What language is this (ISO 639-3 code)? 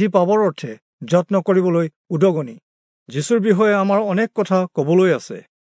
asm